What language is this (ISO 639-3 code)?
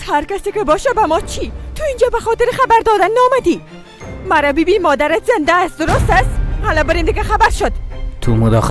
fas